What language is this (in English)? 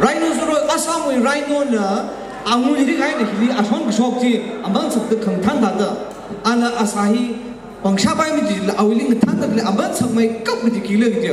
Tangkhul Naga (India)